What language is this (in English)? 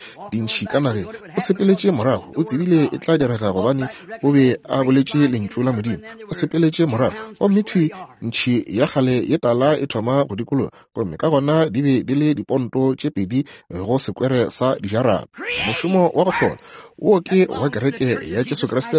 Northern Sotho